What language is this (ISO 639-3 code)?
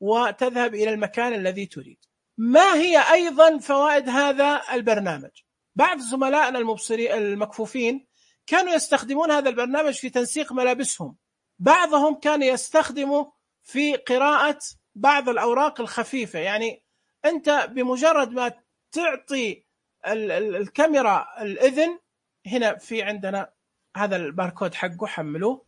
ars